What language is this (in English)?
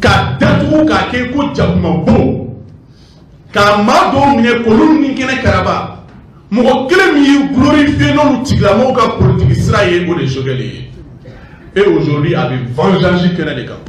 Bambara